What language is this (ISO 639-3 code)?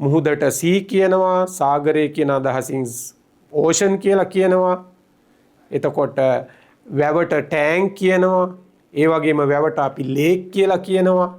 sin